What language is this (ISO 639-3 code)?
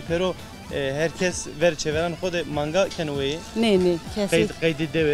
zza